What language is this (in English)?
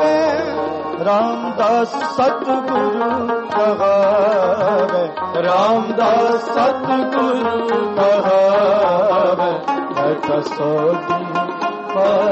Punjabi